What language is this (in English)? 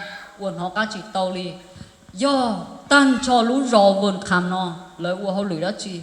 Hmong